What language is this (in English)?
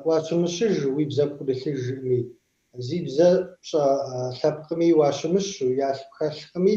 Kabardian